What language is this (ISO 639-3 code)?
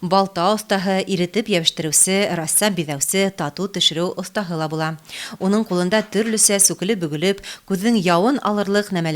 bak